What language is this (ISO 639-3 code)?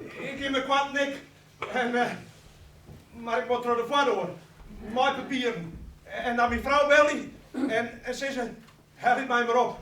fry